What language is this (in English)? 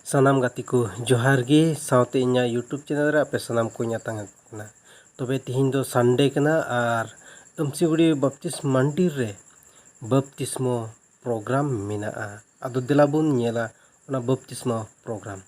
Santali